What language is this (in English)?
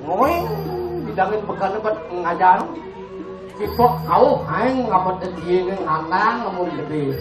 Balinese